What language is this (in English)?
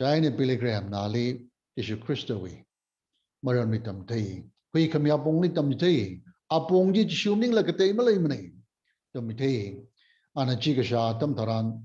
Tangkhul Naga (India)